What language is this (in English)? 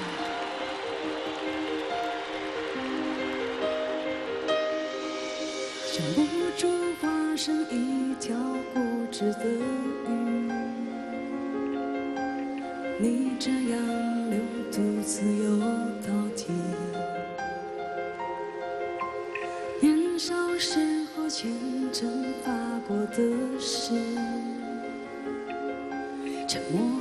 Chinese